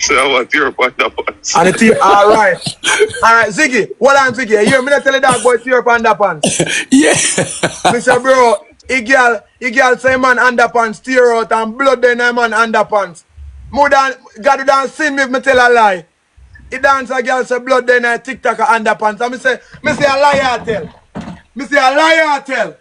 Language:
Jamaican Creole English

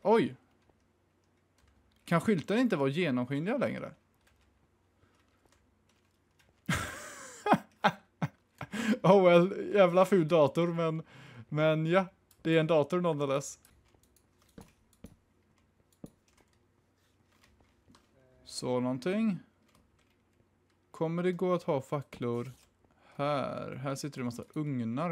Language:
Swedish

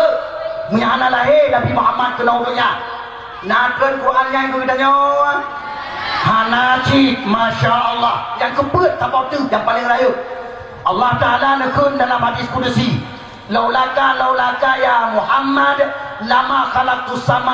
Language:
Achinese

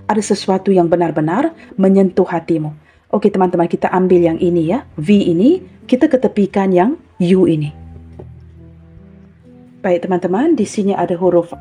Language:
Malay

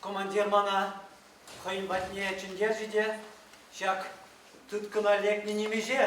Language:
Chuvash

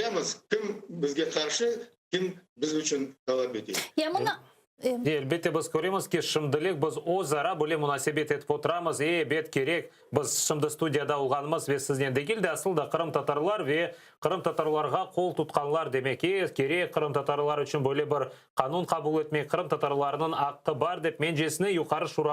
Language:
Crimean Tatar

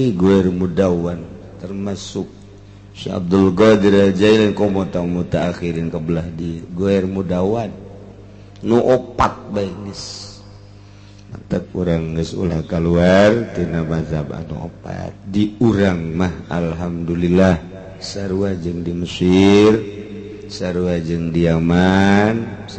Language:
Sundanese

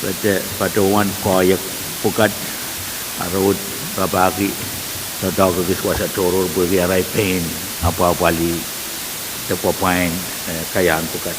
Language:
Pohnpeian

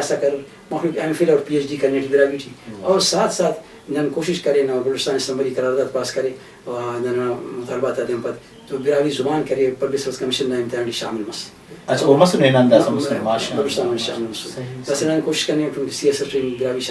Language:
Brahui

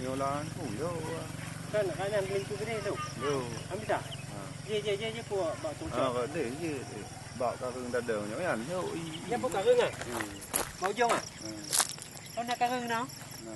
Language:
Achinese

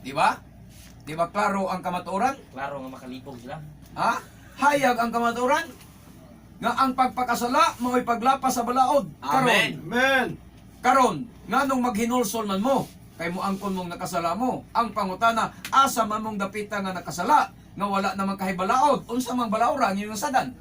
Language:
Cebuano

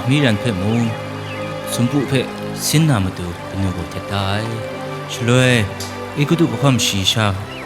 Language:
Kachin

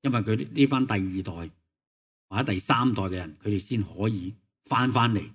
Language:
Cantonese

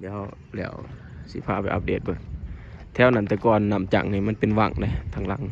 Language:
Lao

